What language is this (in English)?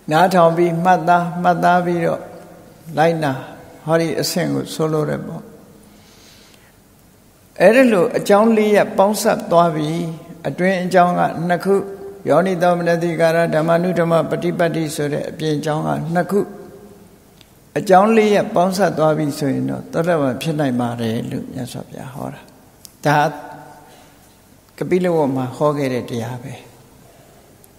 Burmese